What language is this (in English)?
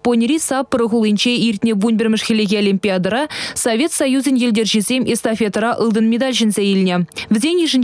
Chuvash